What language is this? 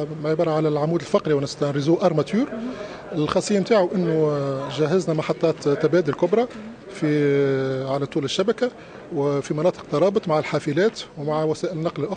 Tunisian Arabic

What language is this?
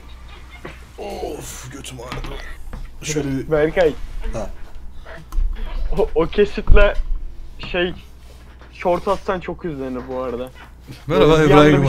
Turkish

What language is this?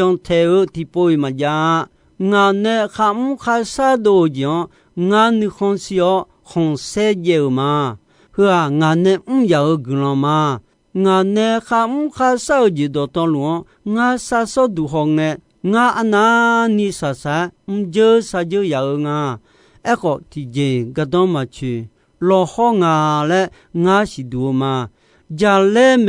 Akha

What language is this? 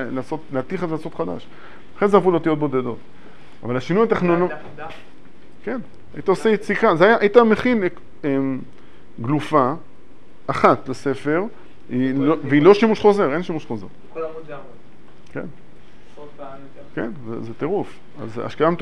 Hebrew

